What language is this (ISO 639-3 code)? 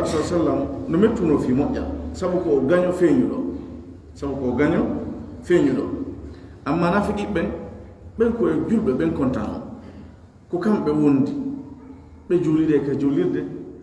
fuf